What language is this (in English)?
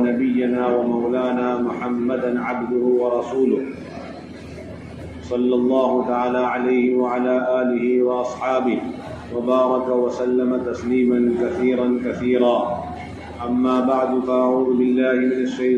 Urdu